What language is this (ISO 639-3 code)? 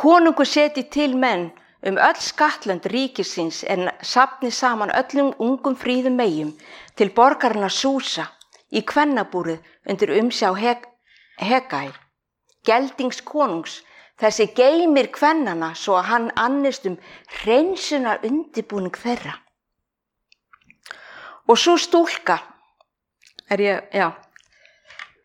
isl